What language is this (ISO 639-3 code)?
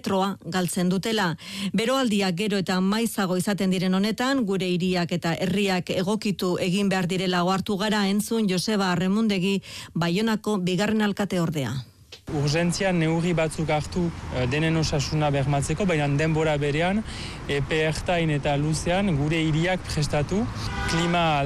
eus